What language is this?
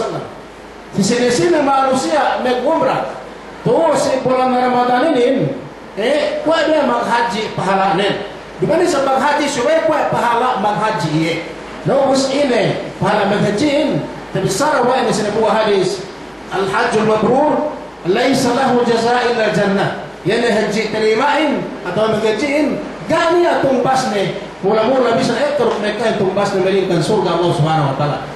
Yakan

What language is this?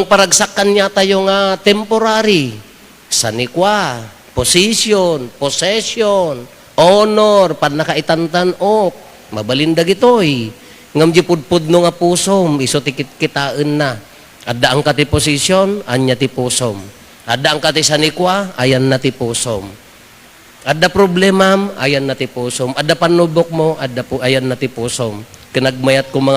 Iloko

